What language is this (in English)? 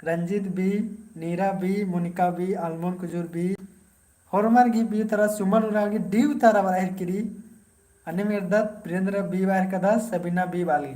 Kurukh